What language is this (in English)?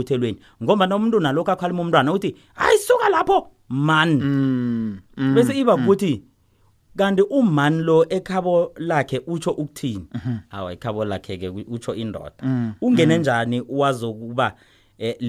South Ndebele